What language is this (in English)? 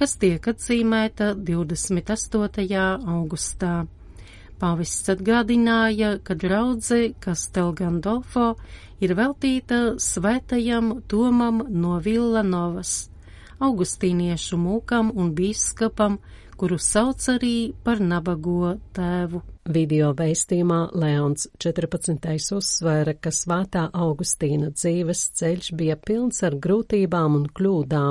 Latvian